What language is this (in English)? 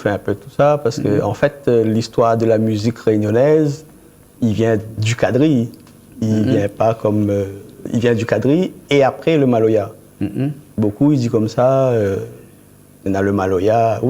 Réunion Creole French